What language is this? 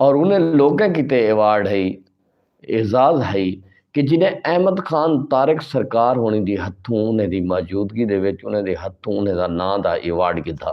Saraiki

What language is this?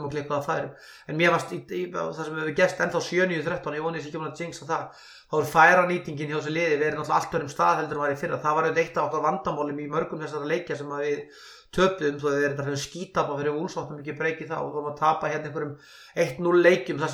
Icelandic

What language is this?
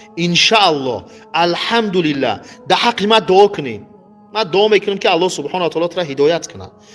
Tajik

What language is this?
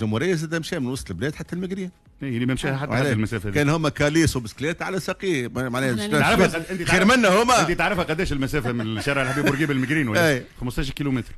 Tunisian Arabic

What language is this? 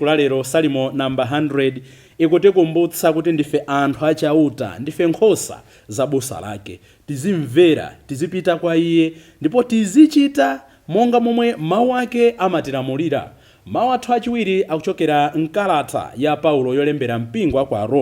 Nyanja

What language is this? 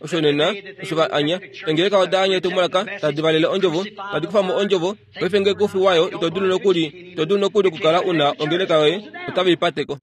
Kuanyama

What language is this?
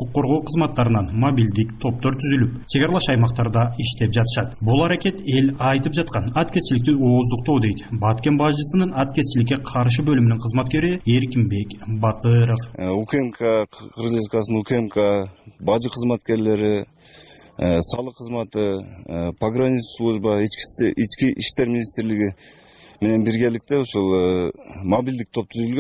Kyrgyz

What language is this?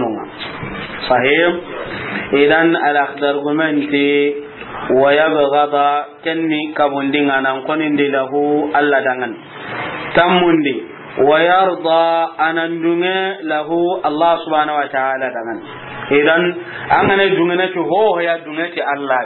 Soninke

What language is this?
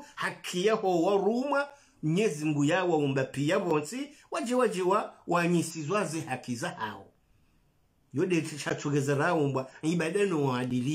Swahili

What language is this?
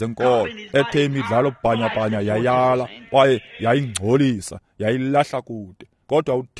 Xhosa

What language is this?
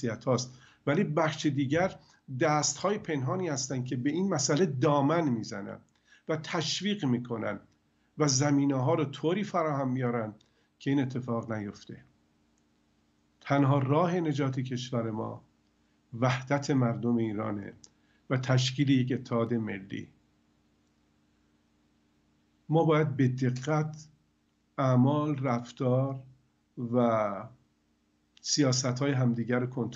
Persian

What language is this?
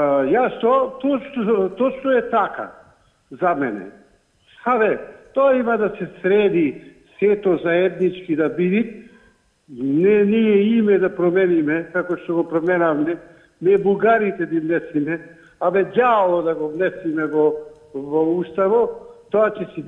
Macedonian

